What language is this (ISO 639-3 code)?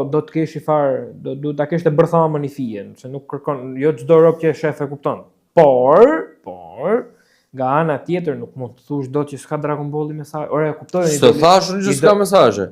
sqi